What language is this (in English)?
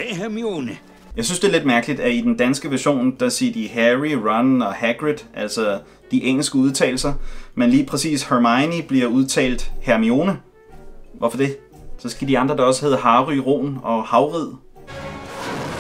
Danish